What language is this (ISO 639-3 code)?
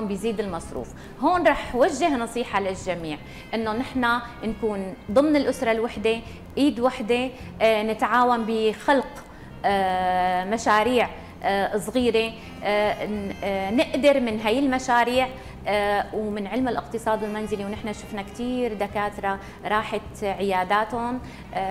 apc